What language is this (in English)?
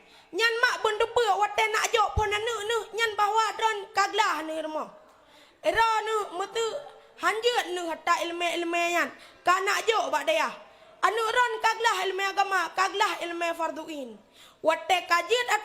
Achinese